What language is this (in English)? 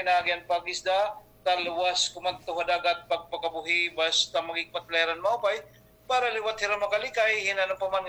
Waray